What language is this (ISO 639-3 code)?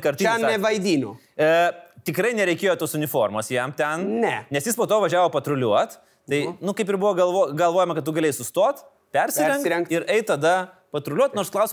lit